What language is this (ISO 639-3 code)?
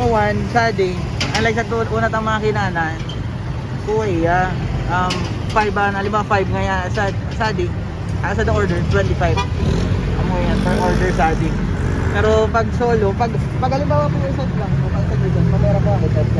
bik